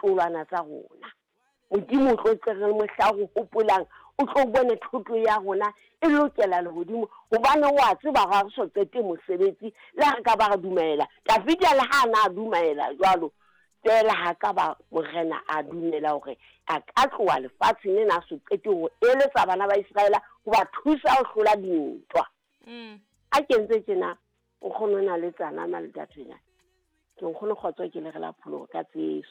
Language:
Southern Sotho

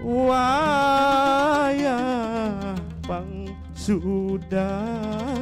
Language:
Banjar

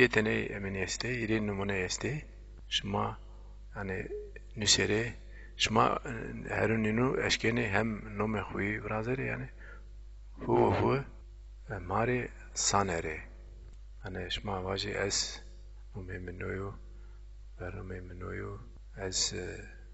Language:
Zaza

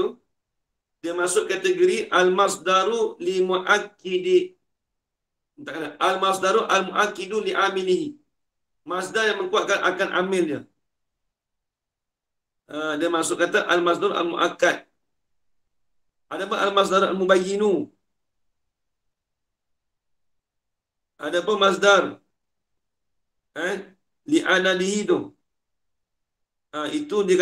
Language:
Malay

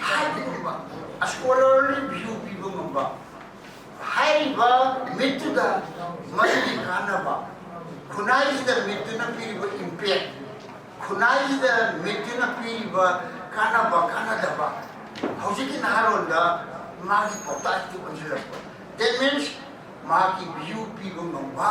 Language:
Manipuri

